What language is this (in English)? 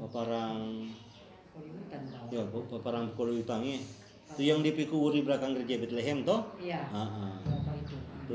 Manado Malay